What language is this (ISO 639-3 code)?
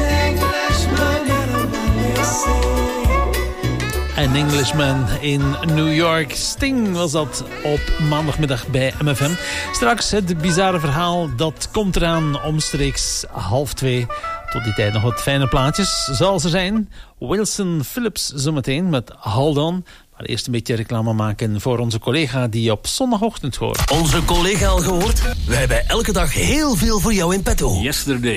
nld